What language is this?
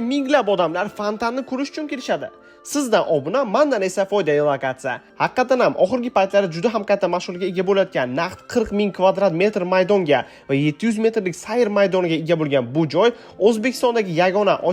Uzbek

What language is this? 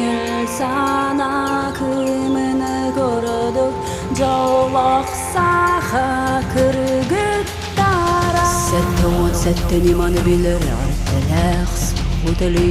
Yakut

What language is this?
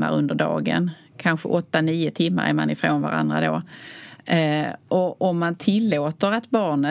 Swedish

